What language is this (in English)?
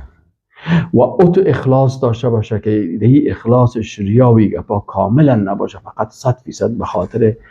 Persian